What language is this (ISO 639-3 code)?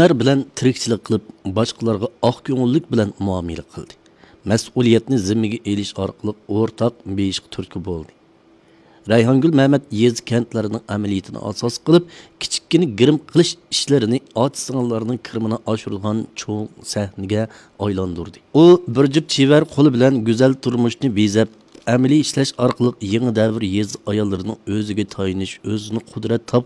uig